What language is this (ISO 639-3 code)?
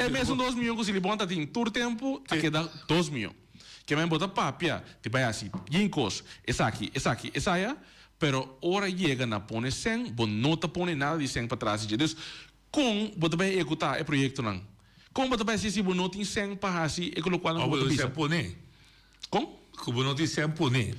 pap